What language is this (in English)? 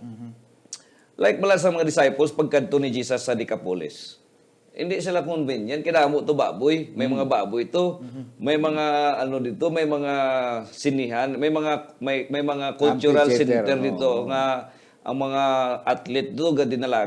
Hiligaynon